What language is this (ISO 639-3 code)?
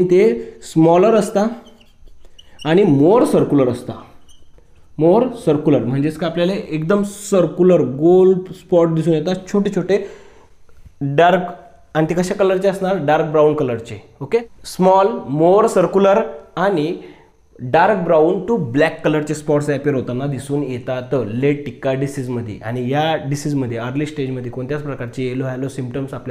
mar